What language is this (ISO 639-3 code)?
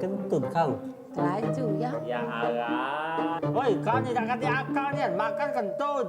mui